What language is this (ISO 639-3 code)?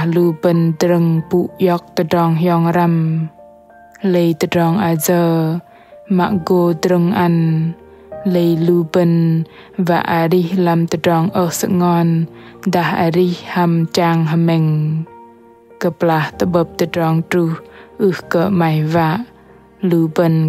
bdq